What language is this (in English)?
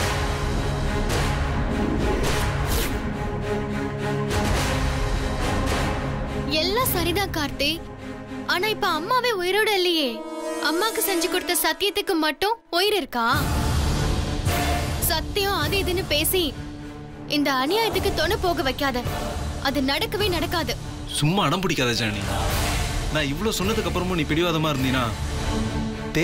Tamil